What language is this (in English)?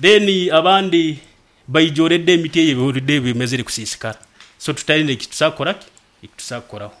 Nyoro